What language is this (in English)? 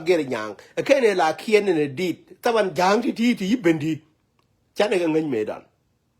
Nuer